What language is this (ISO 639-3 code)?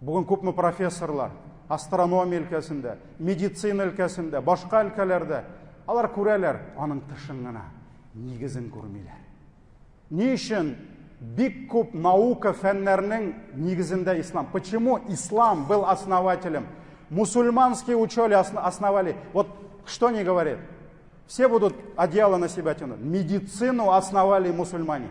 tat